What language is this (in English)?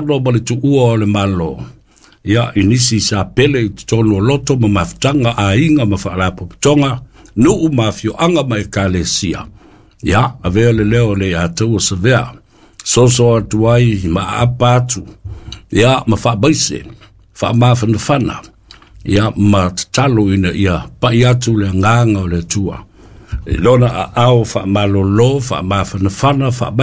Samoan